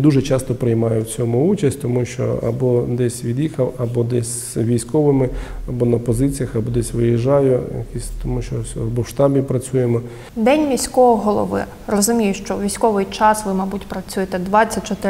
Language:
Ukrainian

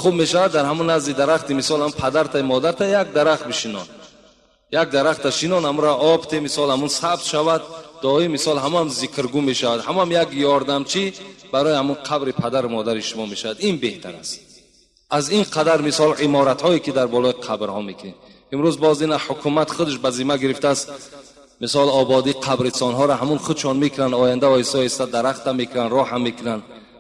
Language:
Tajik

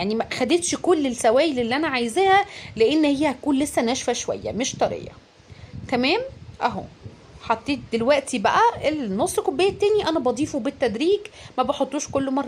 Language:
Egyptian Arabic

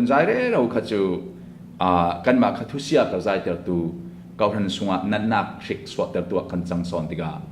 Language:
Hakha Chin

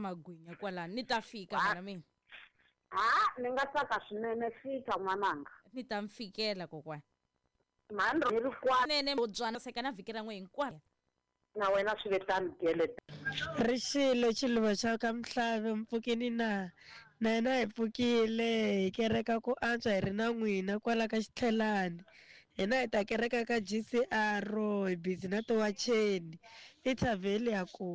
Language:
Tsonga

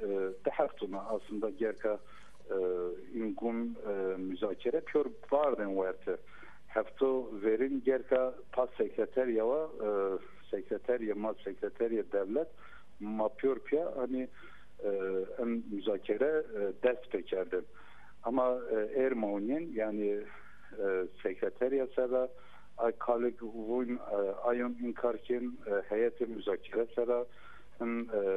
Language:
Zaza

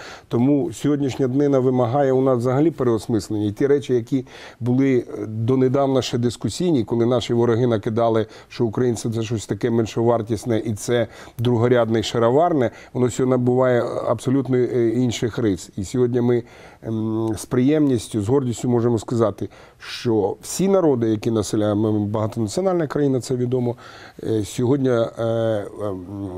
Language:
Ukrainian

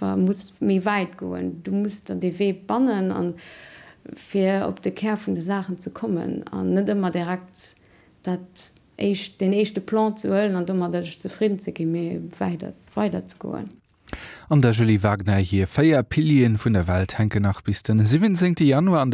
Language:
Luxembourgish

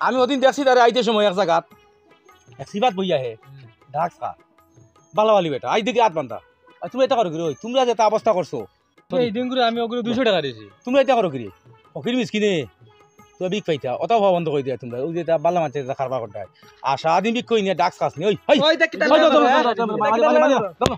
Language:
Sylheti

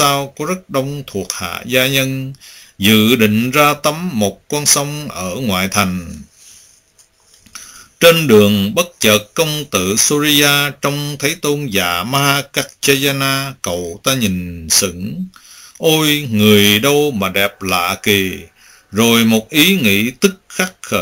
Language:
Vietnamese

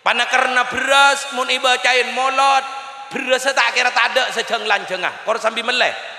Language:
Madurese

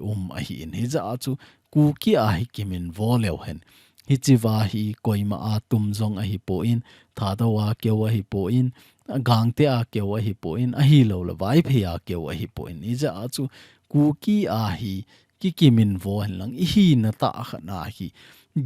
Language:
Thado Chin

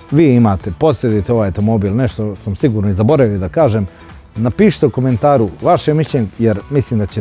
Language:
Croatian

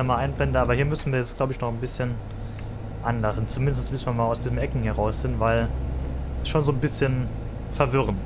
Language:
German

